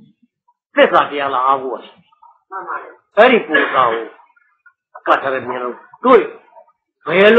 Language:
Burmese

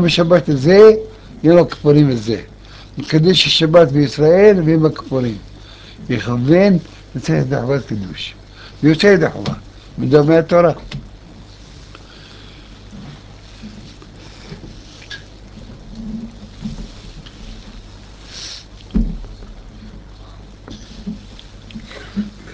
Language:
Hebrew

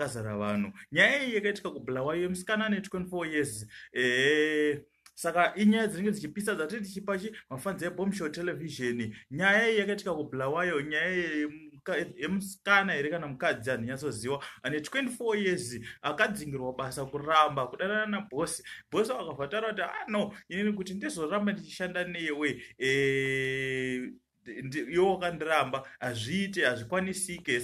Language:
Shona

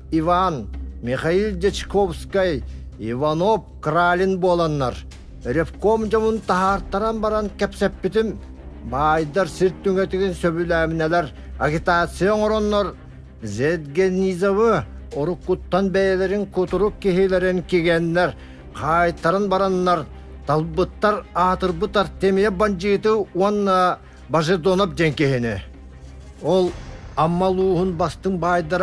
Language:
Yakut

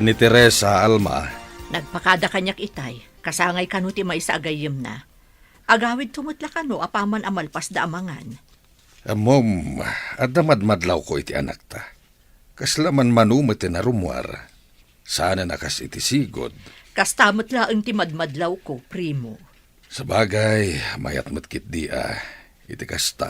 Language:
Iloko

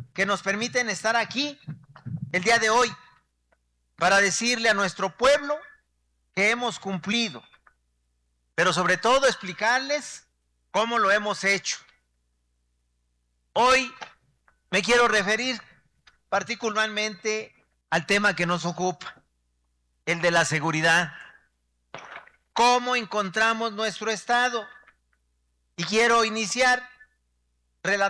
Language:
Spanish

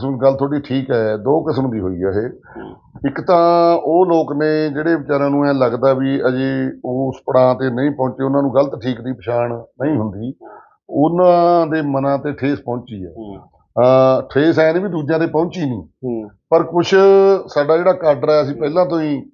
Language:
Punjabi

